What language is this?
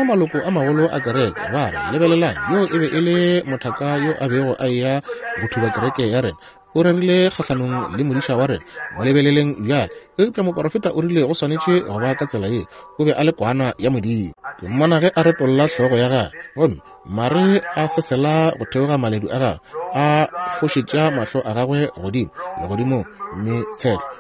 Northern Sotho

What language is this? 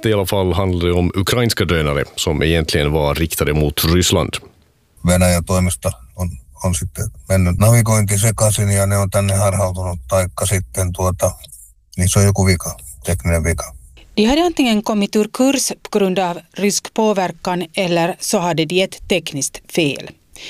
Swedish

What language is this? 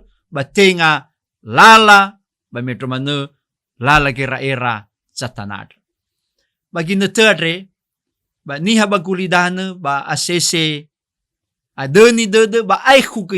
Nias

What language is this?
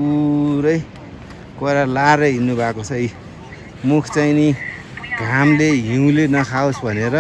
Nepali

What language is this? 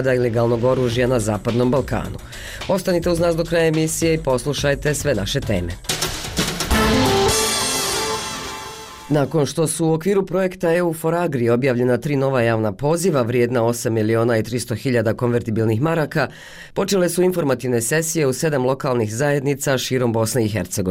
Bosnian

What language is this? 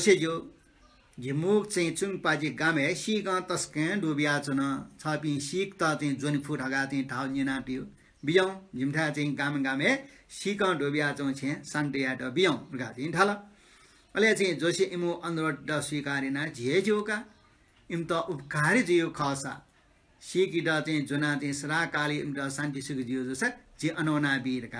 Newari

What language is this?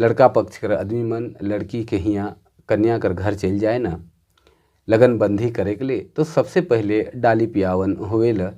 Sadri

